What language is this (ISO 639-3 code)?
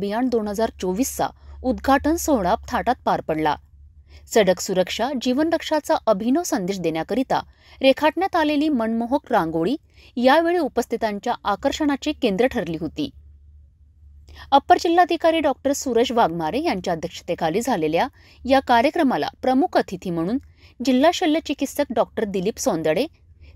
mar